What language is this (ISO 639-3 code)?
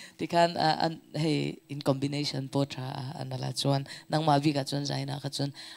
lus